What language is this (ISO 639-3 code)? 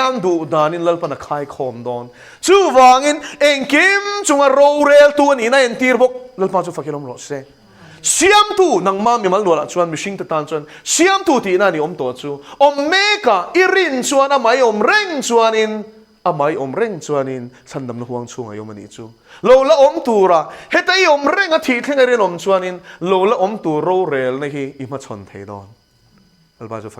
lus